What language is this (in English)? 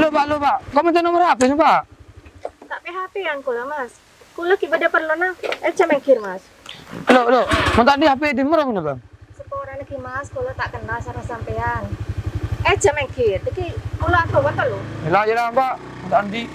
Madurese